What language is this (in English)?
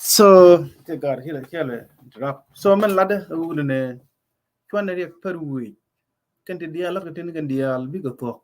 Nuer